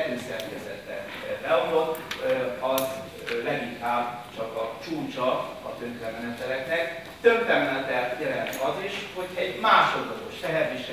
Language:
Hungarian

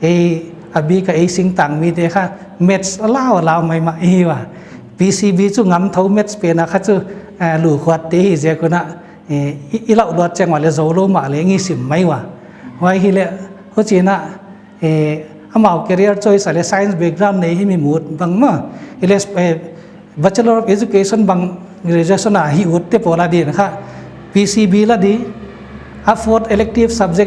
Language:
Paite Chin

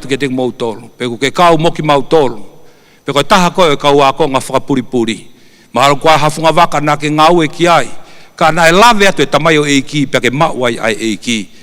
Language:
Tongan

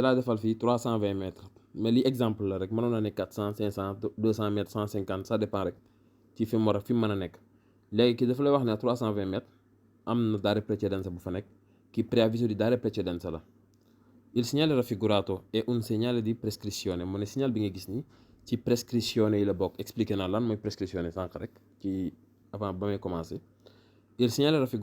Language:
Wolof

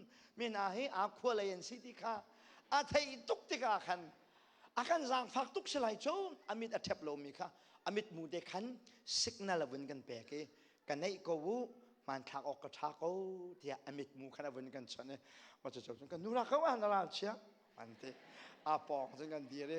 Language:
Hakha Chin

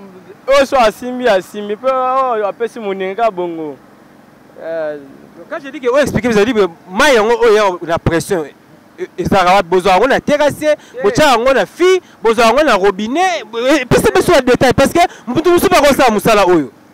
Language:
Lingala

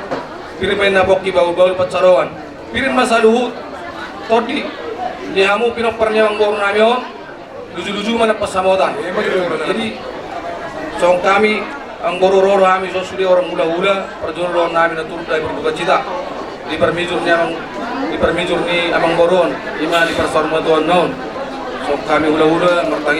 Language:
Batak Toba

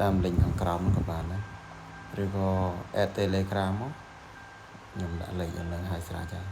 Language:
Khmer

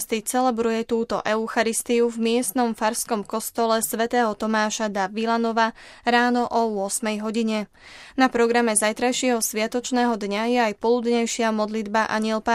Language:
Slovak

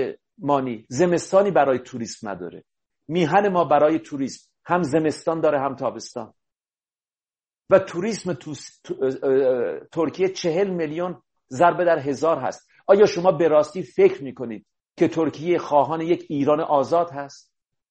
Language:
Persian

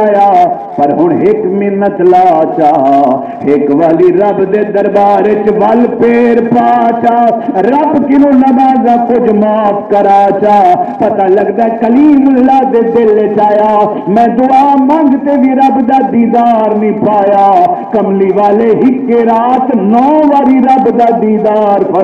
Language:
Saraiki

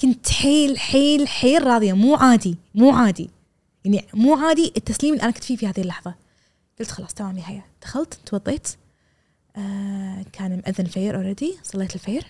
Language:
Gulf Arabic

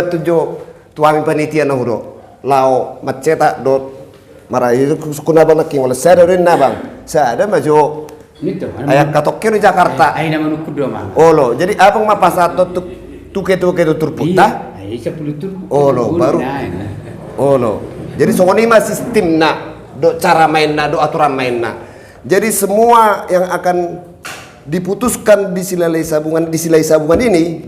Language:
Batak Toba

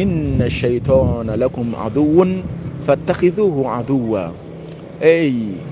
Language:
Mossi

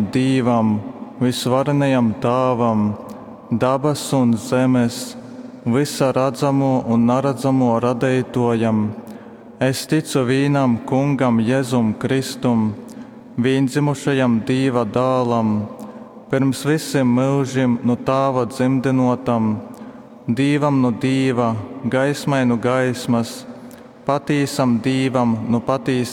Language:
Latgalian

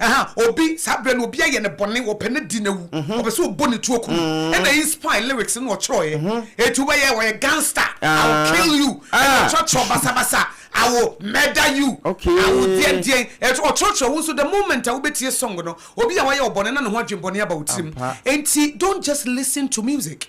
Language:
Akan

